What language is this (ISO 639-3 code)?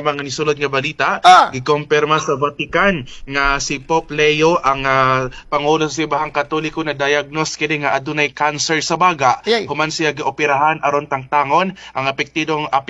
ceb